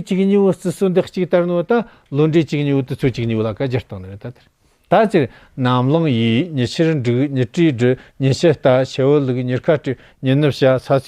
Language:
Tibetan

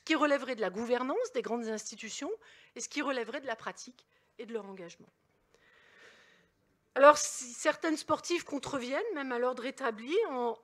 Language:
French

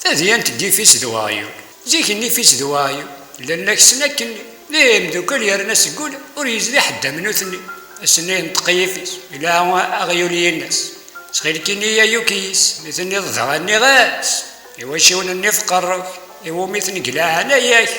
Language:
Kabyle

